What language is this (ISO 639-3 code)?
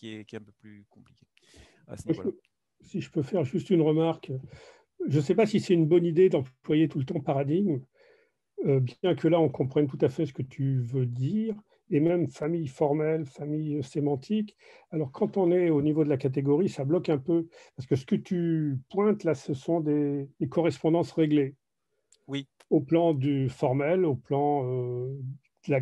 fra